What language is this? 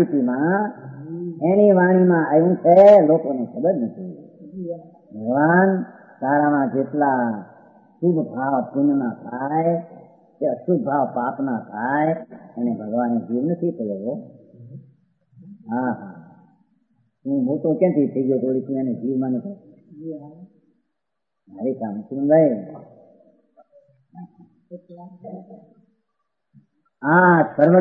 Gujarati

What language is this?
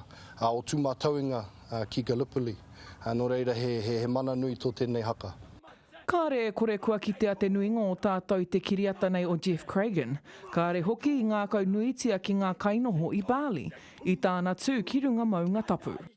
Māori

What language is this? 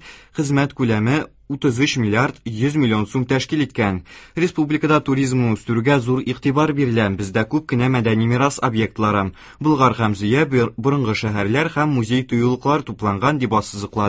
Tatar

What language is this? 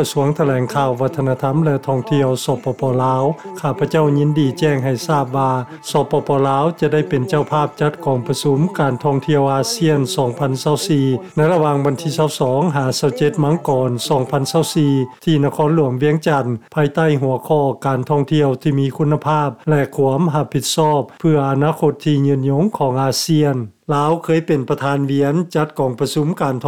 Lao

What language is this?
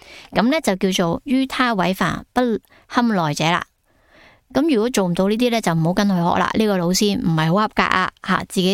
Cantonese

